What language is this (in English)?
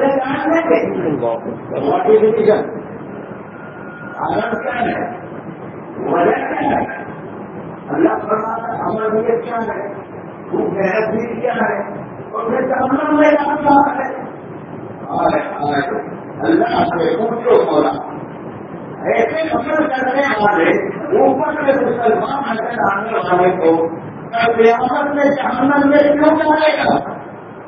Urdu